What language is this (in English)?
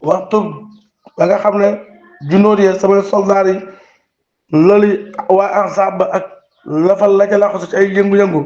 Wolof